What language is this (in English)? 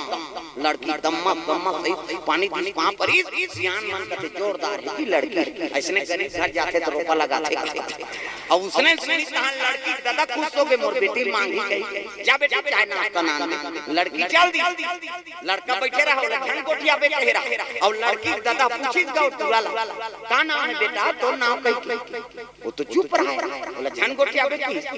Chhattisgarhi